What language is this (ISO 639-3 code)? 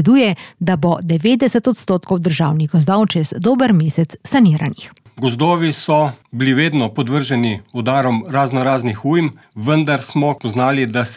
slv